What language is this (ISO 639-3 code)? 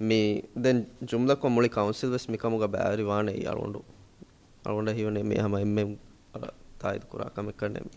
div